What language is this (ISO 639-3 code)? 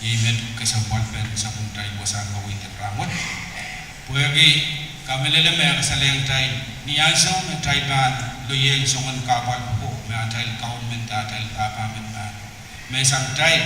pon